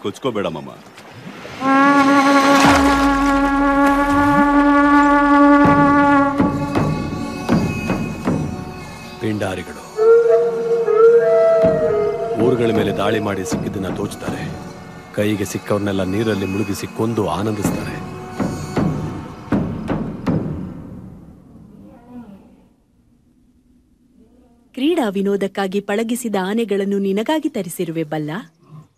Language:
Kannada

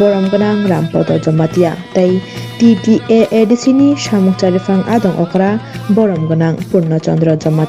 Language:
Kok Borok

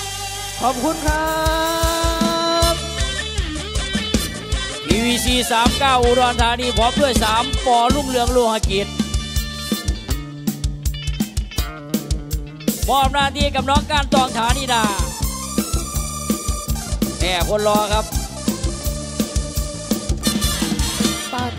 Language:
Thai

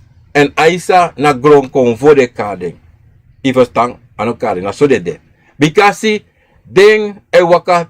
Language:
Sranan Tongo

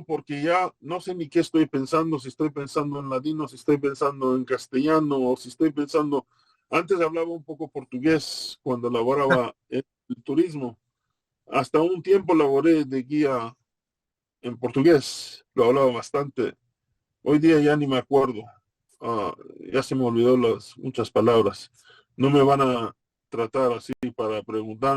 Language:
Ladino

